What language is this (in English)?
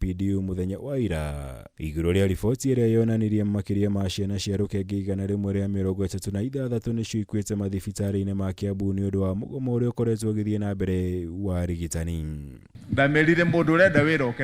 Kikuyu